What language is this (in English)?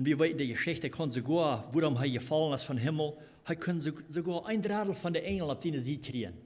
Plautdietsch